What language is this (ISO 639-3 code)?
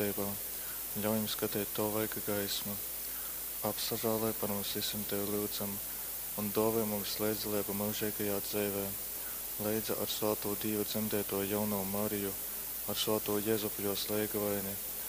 ltg